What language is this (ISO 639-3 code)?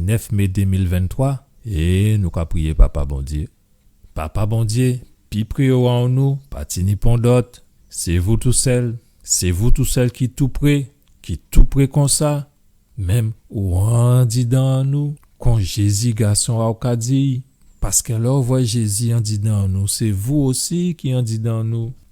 gcf